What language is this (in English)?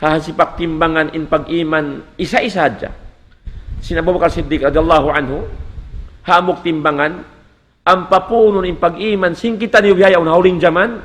Tausug